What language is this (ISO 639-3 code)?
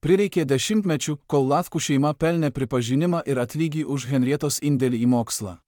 lit